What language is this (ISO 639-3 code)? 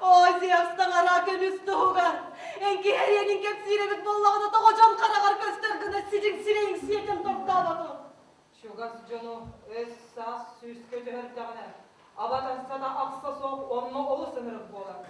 sah